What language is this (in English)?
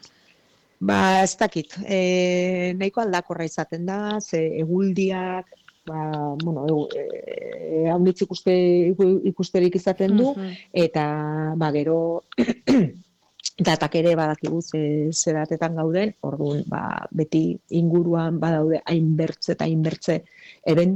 Basque